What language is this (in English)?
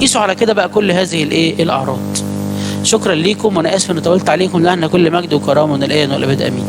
Egyptian Arabic